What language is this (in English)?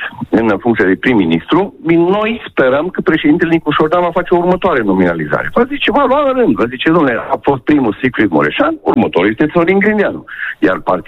Romanian